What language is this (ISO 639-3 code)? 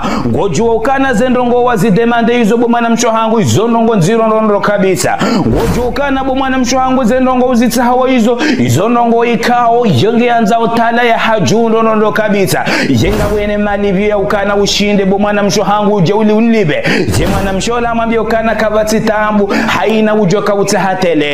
zdj